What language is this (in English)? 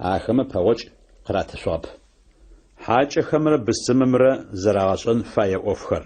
Adyghe